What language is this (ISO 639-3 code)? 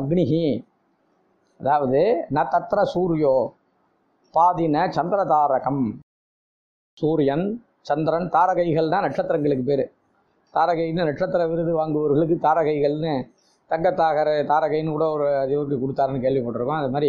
tam